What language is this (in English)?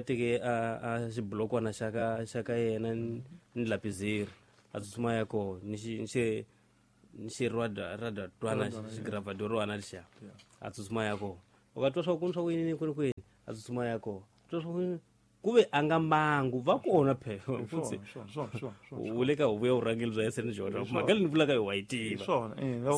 Tsonga